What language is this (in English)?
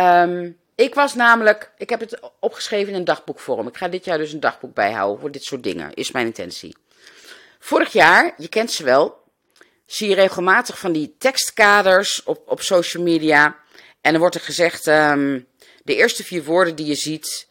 Dutch